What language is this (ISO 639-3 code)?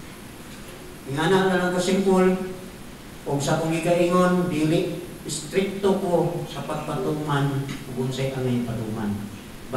ceb